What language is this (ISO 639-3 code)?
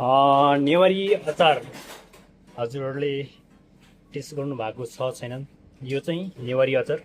nep